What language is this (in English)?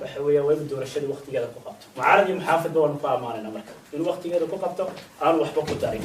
Somali